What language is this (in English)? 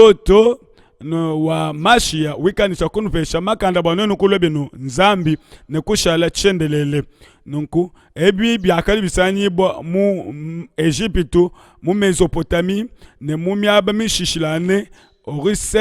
Luba-Lulua